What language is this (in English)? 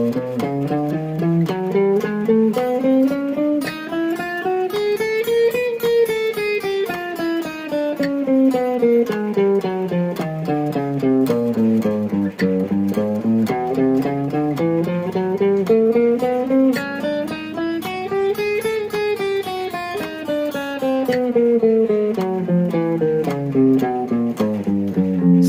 S'gaw Karen